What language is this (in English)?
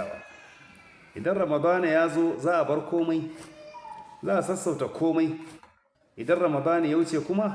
Hausa